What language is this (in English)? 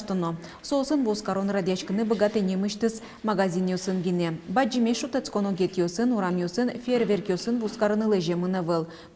Udmurt